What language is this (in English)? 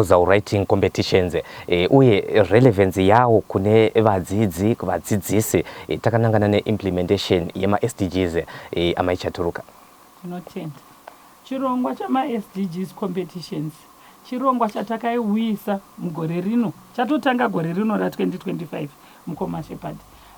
Shona